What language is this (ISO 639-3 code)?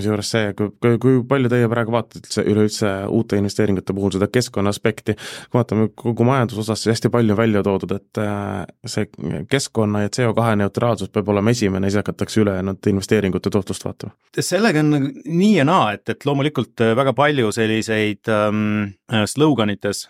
est